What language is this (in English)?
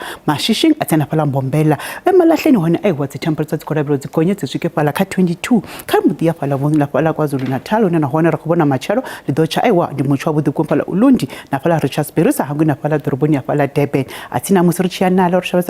Venda